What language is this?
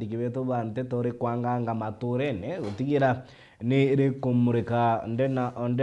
Meru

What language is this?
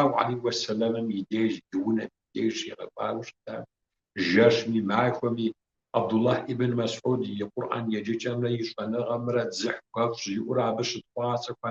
Kabardian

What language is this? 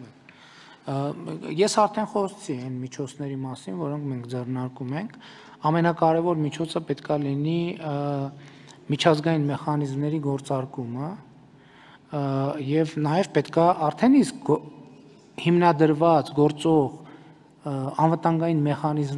Armenian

